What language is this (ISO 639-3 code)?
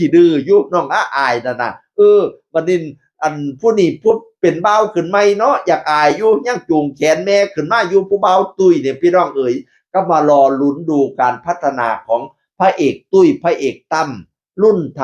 tts